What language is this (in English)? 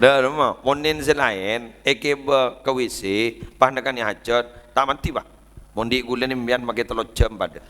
Madurese